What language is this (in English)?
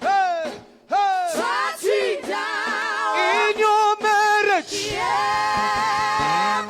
Venda